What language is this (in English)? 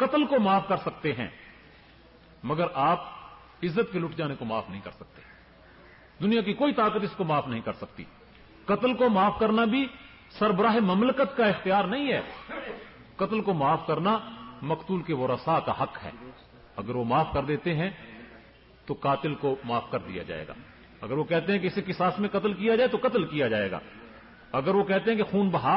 Urdu